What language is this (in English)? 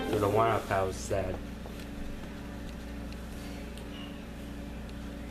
English